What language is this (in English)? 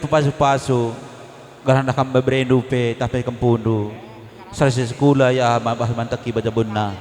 Batak Karo